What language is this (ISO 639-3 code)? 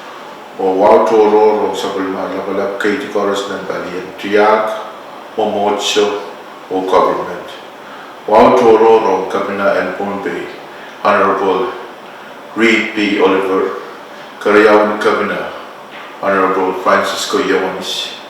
pon